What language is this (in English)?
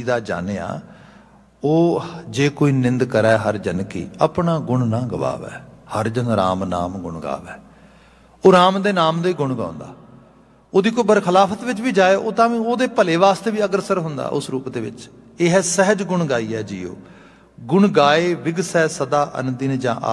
Punjabi